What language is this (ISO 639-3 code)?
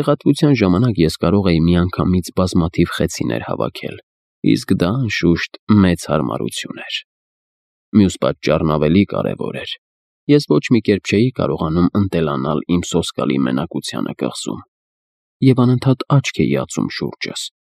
hye